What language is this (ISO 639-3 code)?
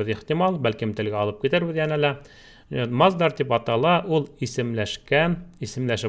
bak